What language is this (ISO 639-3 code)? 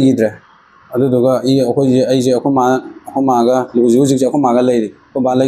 mni